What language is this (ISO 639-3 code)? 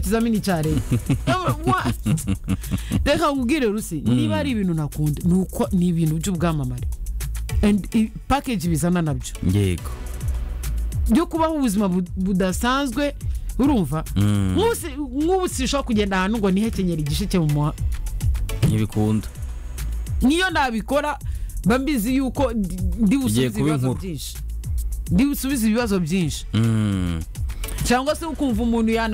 kin